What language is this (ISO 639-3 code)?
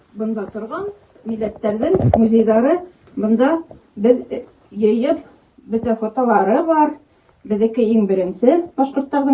bak